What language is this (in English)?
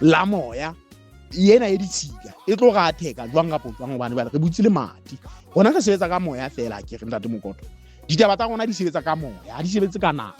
Southern Sotho